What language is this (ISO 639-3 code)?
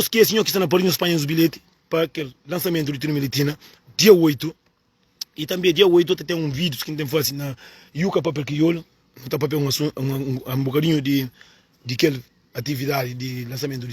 kea